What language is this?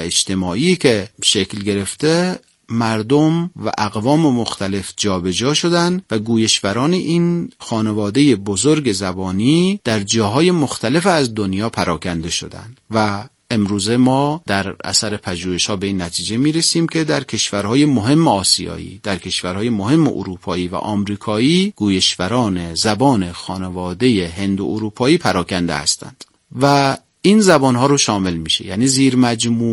Persian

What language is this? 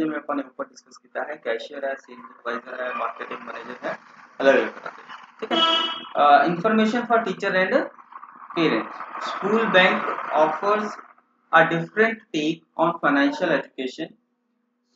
Punjabi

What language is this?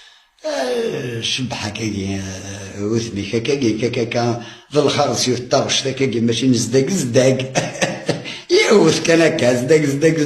Kabyle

